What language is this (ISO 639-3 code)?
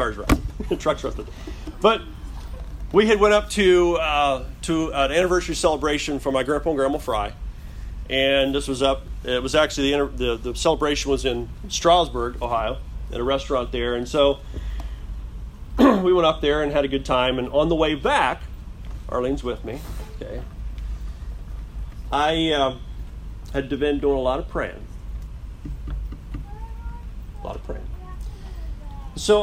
eng